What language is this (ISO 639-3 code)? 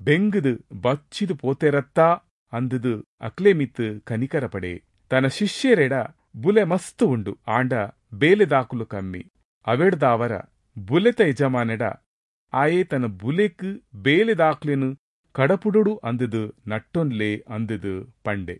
tcy